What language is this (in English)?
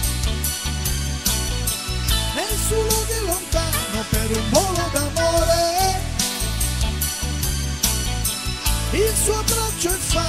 Italian